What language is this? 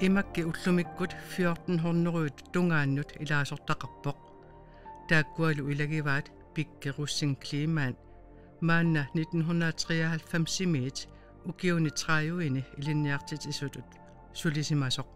Kalaallisut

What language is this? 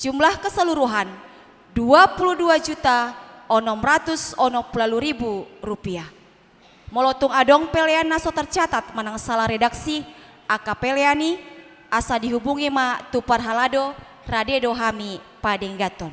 Batak Toba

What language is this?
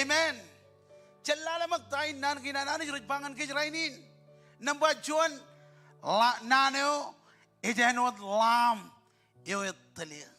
Marshallese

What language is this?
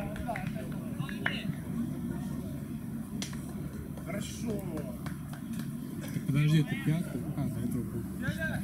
Russian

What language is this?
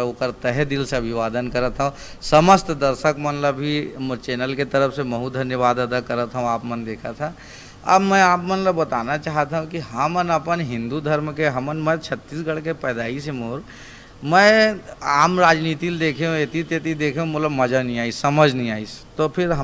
Chhattisgarhi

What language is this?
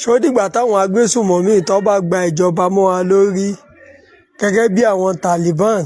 Yoruba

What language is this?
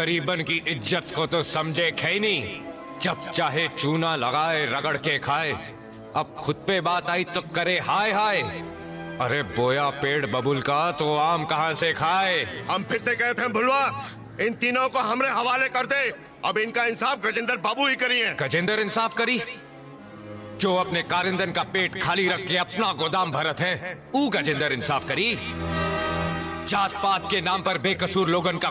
Hindi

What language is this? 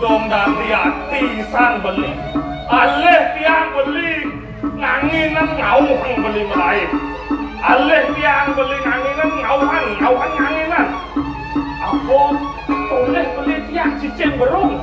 Balinese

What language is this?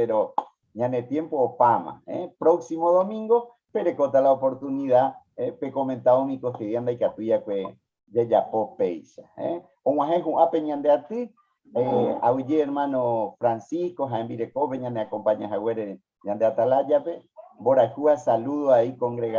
Guarani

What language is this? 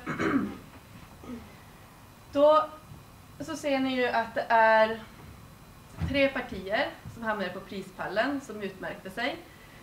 Swedish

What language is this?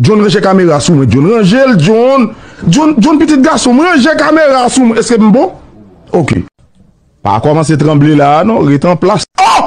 Haitian Creole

